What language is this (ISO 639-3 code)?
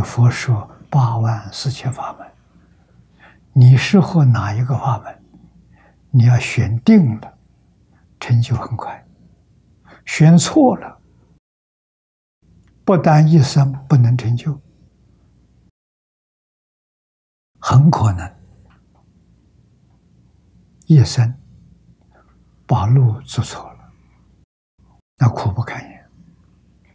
zho